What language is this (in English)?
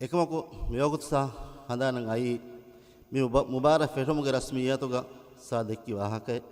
Divehi